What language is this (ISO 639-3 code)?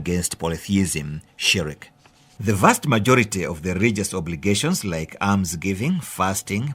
eng